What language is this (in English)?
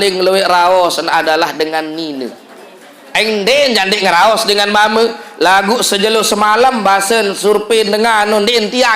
Sasak